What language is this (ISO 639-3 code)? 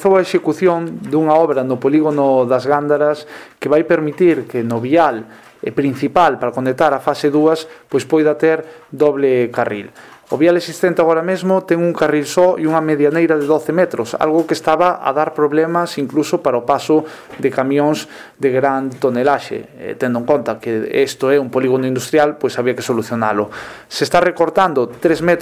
glg